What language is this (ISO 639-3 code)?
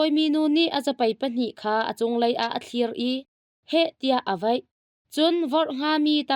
cnh